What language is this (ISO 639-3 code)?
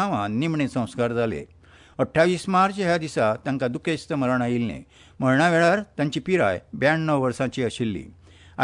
kok